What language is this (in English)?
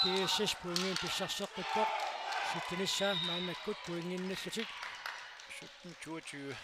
Kalaallisut